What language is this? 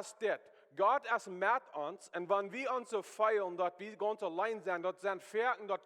Plautdietsch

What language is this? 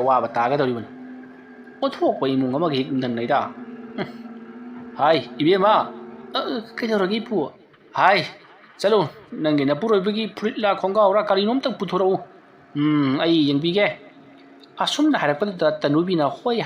Manipuri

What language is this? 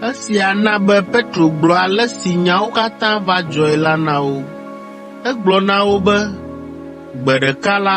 Ewe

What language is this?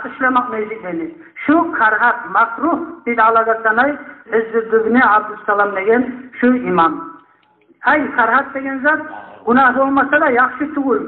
Kumyk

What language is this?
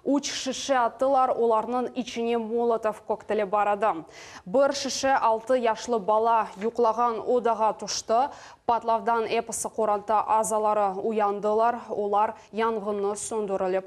Crimean Tatar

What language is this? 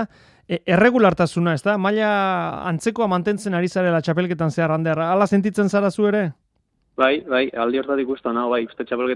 Basque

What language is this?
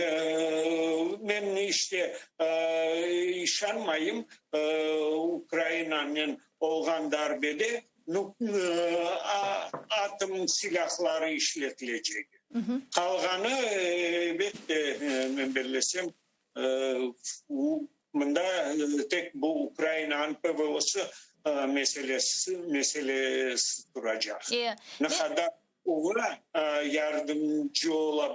Crimean Tatar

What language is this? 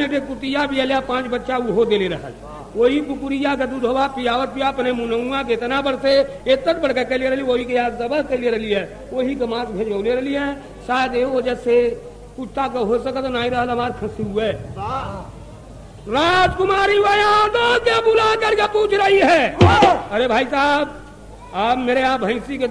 Bhojpuri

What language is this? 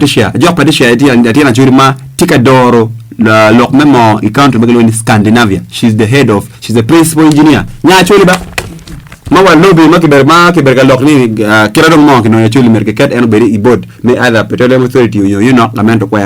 Acoli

